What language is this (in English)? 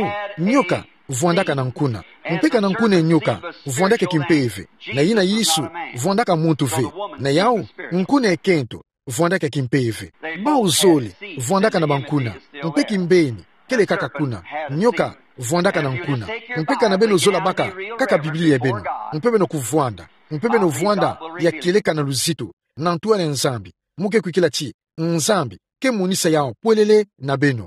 Kituba (Democratic Republic of Congo)